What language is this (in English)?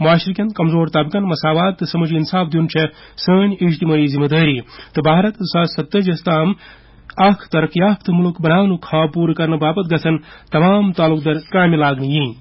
Kashmiri